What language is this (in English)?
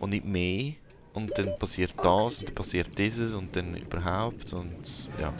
Swiss German